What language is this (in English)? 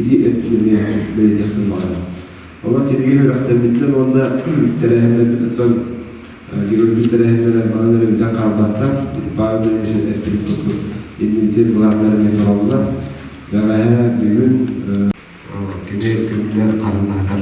Yakut